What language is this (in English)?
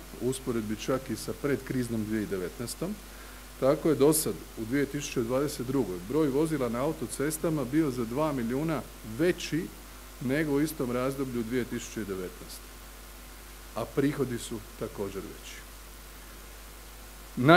Croatian